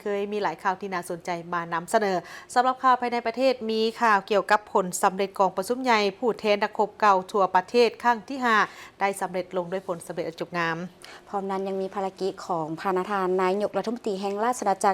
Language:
Lao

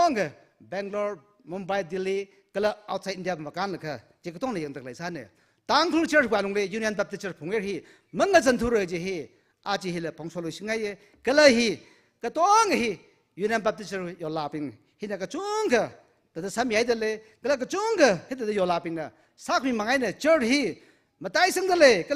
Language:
Tangkhul Naga (India)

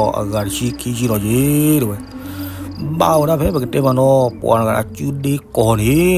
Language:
S'gaw Karen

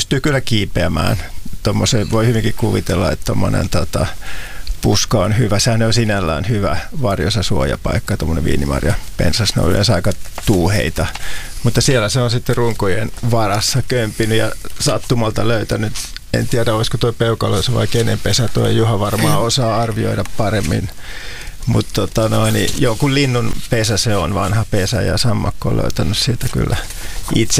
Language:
Finnish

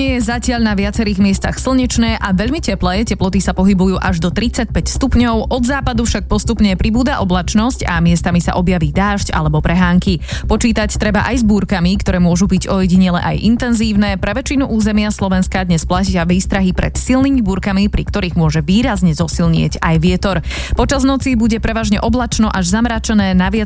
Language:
Slovak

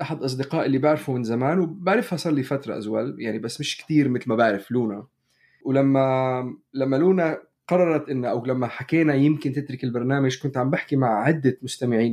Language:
North Levantine Arabic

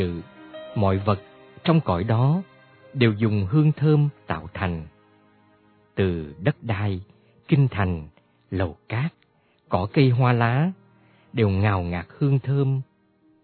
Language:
Vietnamese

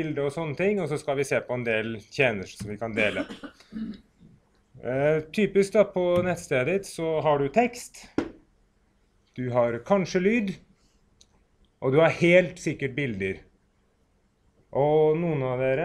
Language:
Norwegian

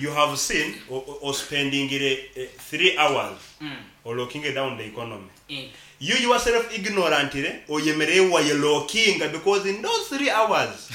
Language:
Nyankole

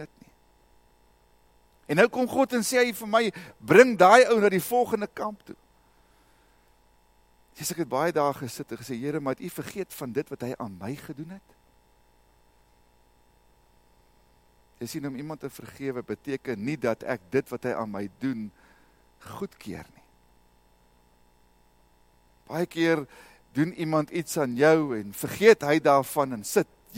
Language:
Afrikaans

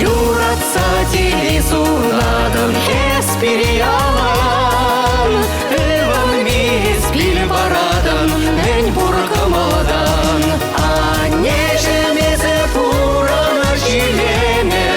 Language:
Chuvash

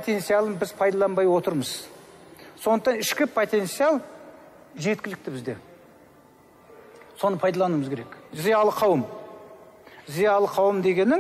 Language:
Kazakh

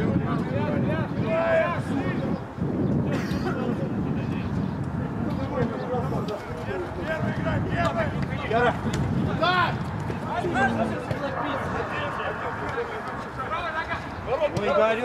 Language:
Russian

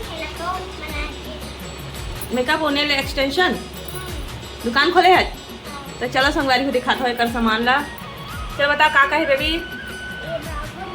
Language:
Chhattisgarhi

